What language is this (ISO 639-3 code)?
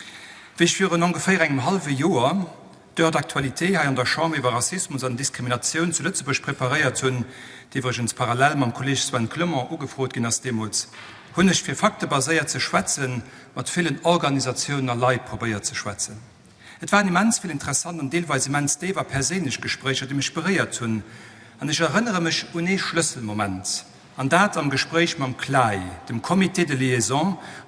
ltz